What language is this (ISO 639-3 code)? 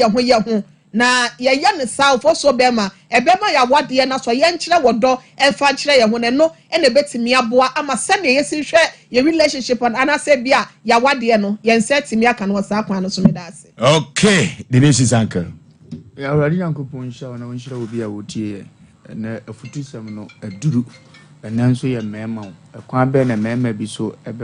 aka